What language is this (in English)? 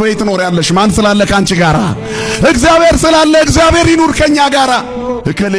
Amharic